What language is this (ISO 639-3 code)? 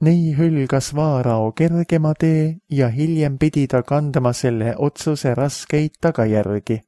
est